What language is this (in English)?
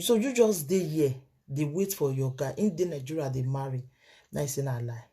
Nigerian Pidgin